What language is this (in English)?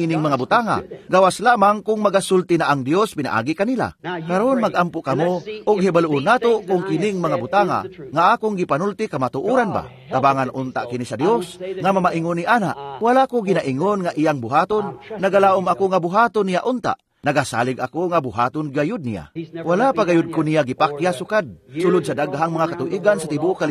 Cebuano